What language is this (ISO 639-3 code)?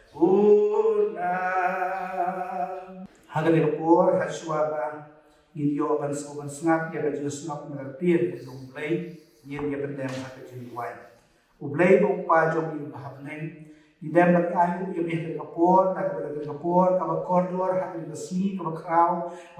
kha